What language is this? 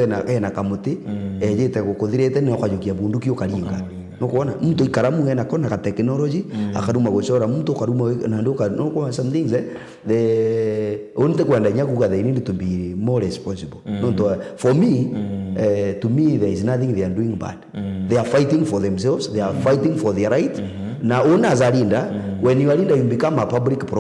Meru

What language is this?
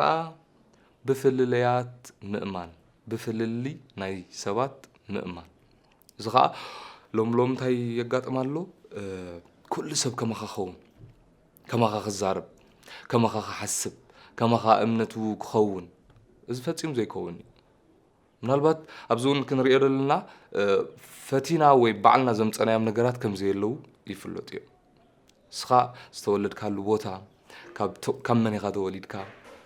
Tigrinya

